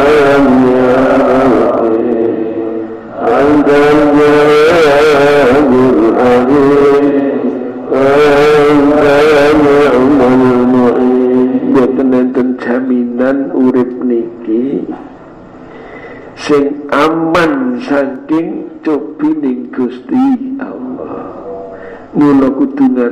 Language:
Javanese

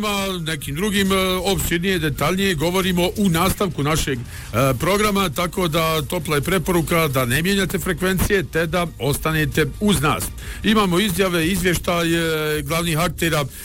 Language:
Bosnian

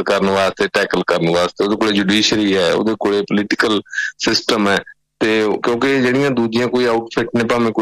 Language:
Punjabi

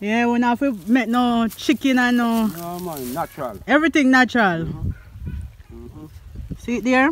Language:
Jamaican Creole English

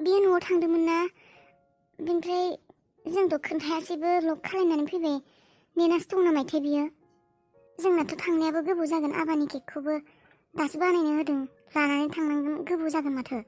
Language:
Bodo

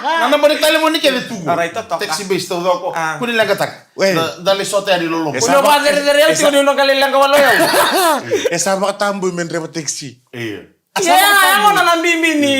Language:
Fijian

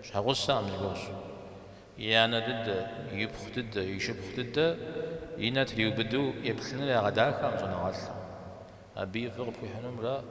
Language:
Kabardian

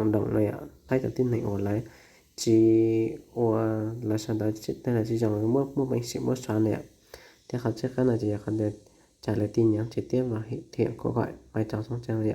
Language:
Hmong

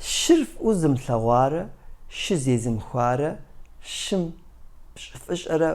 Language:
Kabardian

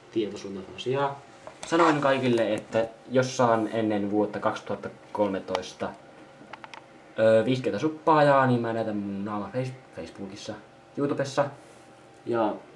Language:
Finnish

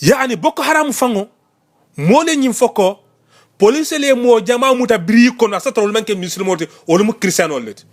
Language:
Mandingo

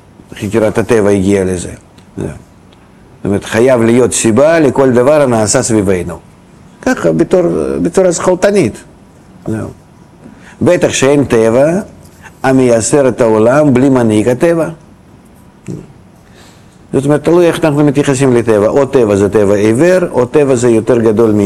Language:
Hebrew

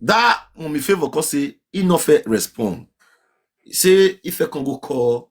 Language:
Nigerian Pidgin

